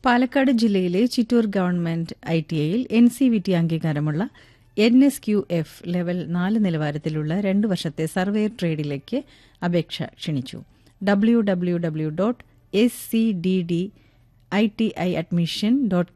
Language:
Malayalam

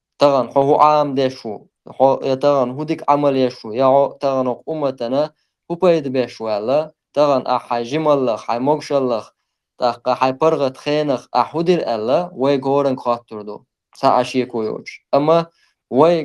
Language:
Chechen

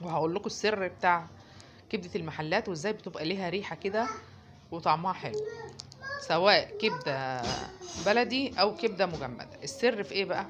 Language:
Egyptian Arabic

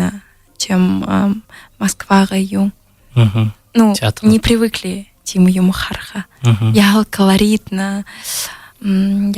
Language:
Buriat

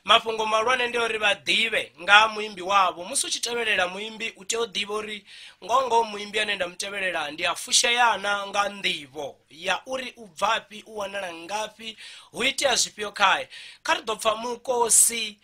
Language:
Venda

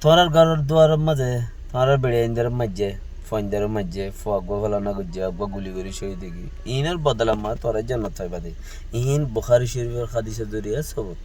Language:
Rohingya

